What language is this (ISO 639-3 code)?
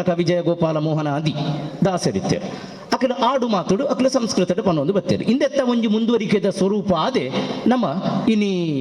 tcy